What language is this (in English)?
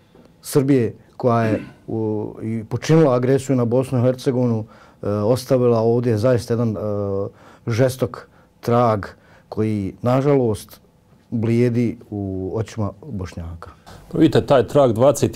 Bosnian